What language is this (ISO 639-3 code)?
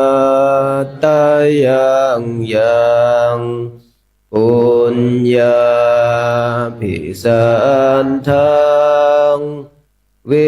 pli